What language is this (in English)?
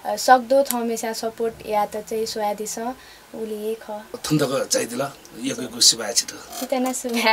Newari